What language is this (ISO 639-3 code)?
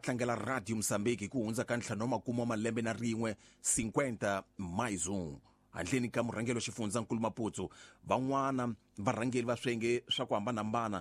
tso